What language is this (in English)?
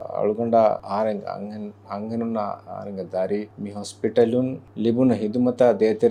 Divehi